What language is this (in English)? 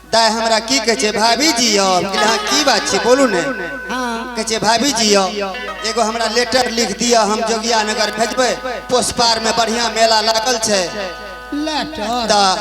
Angika